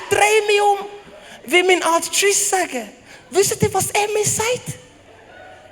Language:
Swiss German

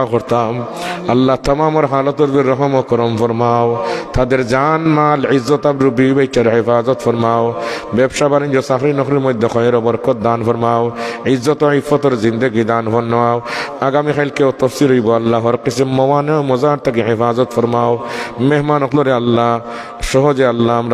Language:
Sylheti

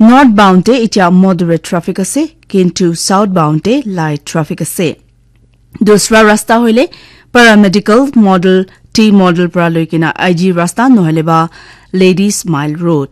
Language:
Naga Pidgin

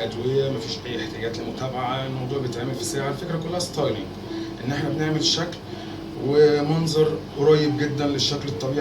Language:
Egyptian Arabic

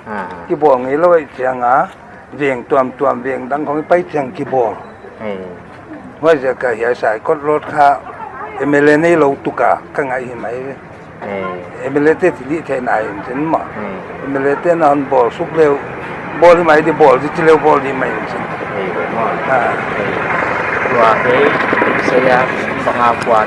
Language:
Paite Chin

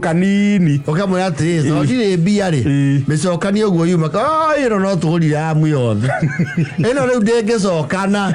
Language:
Kikuyu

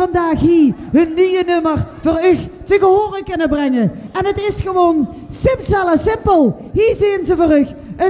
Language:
Limburgish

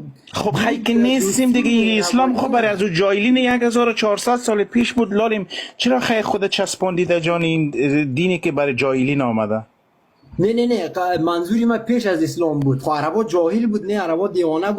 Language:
Persian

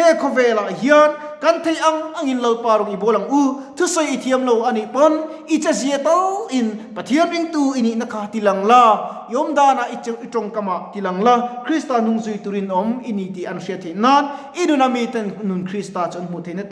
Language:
Mizo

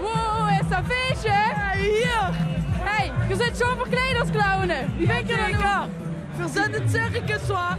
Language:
Limburgish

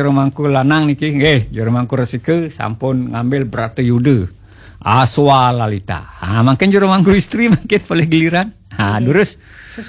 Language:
Balinese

